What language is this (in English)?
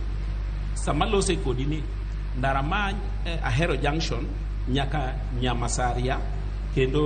Luo (Kenya and Tanzania)